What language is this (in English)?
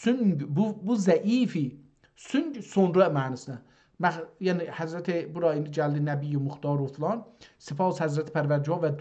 South Azerbaijani